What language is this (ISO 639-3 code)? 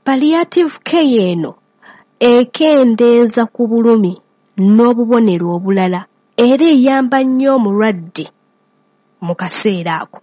lug